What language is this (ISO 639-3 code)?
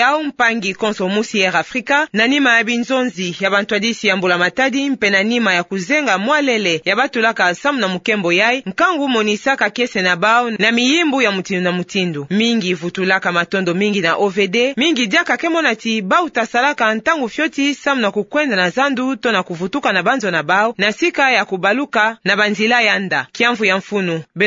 ktu